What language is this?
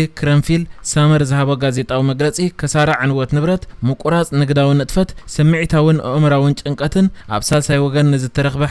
Tigrinya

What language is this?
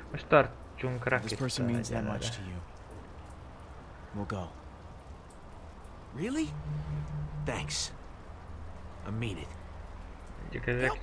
Hungarian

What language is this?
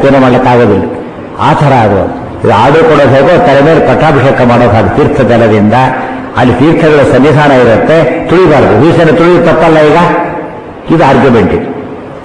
Kannada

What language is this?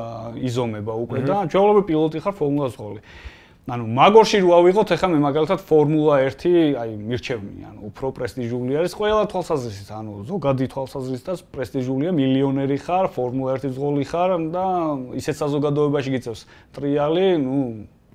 Georgian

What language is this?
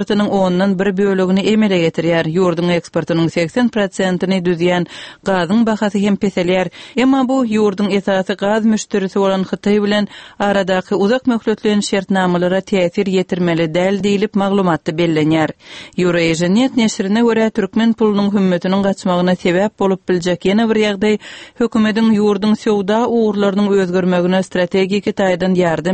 Turkmen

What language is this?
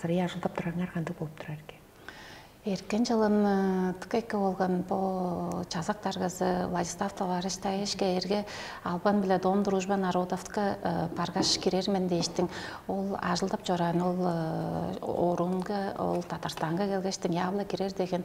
Tuvinian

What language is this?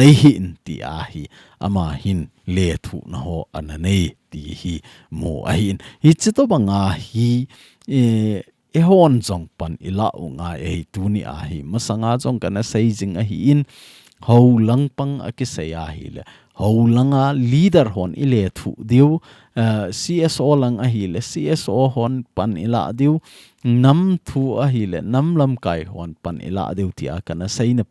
Thado Chin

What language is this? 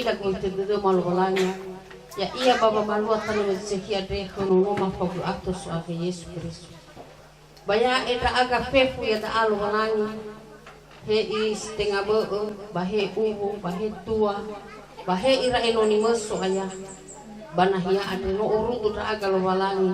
Nias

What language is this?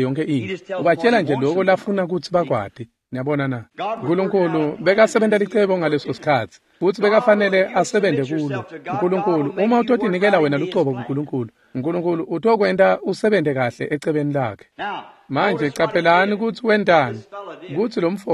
Swati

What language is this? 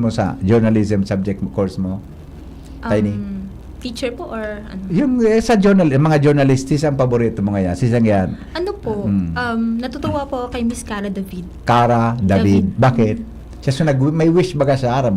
Bikol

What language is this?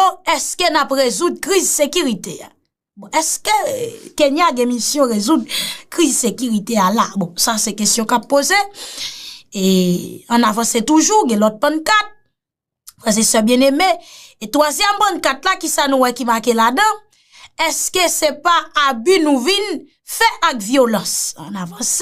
Haitian Creole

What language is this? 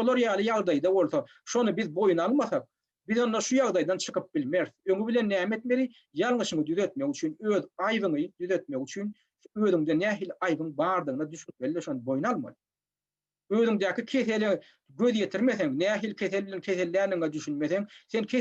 Turkmen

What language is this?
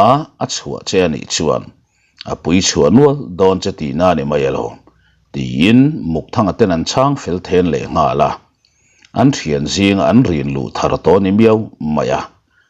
Mizo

